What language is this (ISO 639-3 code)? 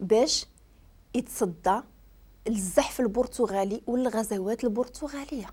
ary